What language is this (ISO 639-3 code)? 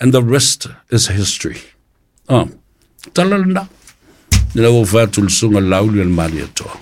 smo